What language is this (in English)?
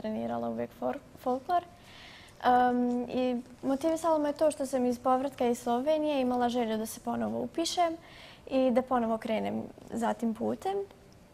Bosnian